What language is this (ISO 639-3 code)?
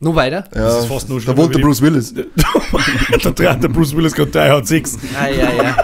bar